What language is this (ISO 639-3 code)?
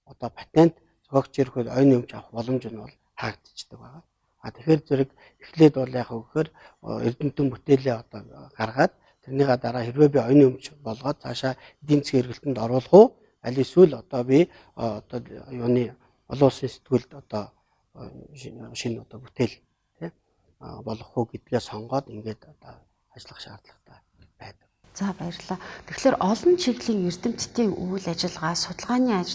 mon